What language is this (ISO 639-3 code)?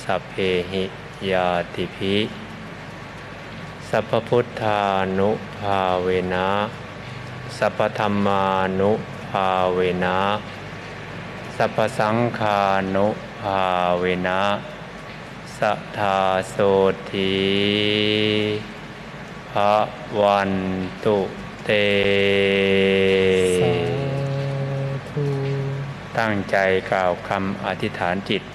tha